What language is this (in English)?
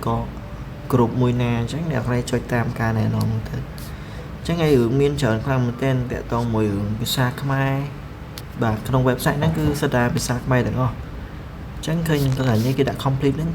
Khmer